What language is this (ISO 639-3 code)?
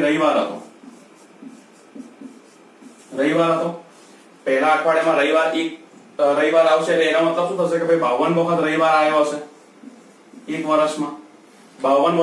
guj